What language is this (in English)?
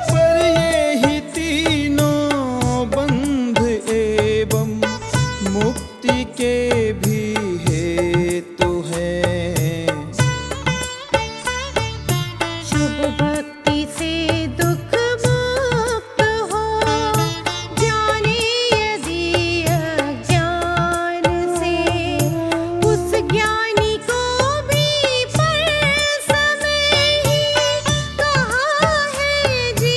Hindi